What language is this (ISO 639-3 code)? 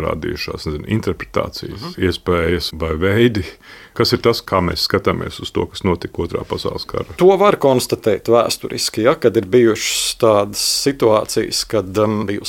lav